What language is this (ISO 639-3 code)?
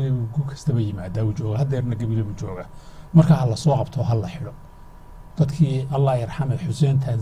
som